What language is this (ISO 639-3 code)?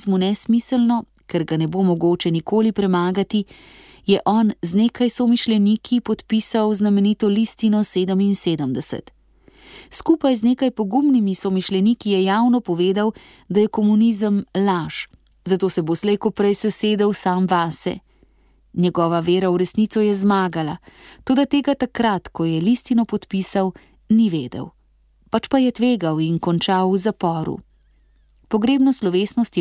slv